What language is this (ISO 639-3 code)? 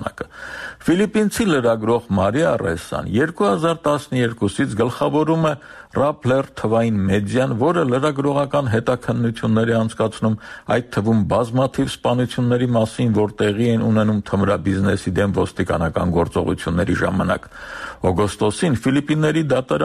hye